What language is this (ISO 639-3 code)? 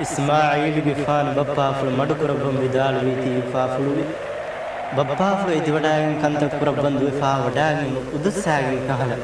div